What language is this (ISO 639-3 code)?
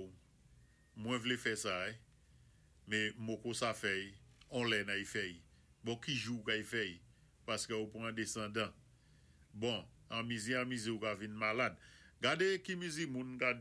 acf